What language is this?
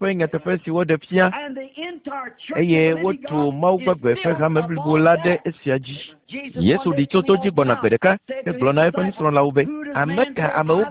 Ewe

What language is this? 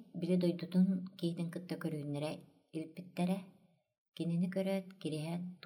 Yakut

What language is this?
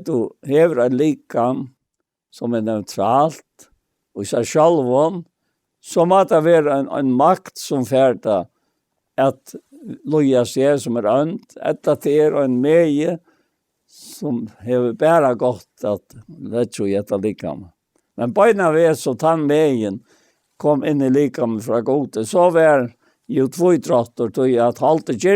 Faroese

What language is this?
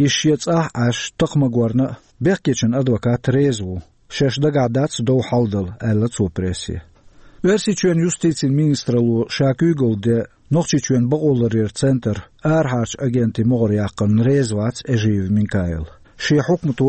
Chechen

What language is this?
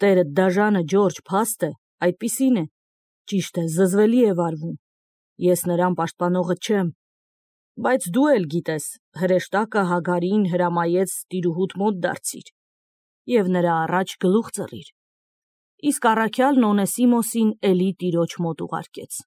Armenian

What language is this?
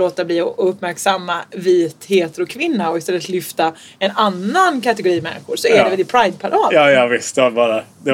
Swedish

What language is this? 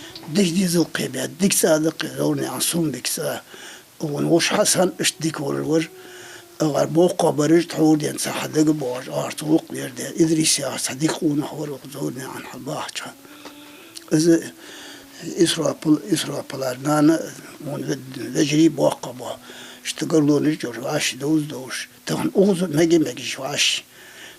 Ingush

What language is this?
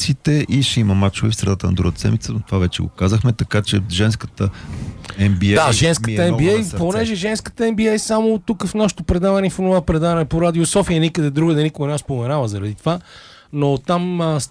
Bulgarian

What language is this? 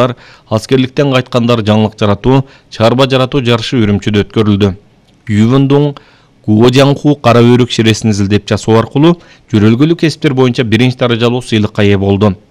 Kyrgyz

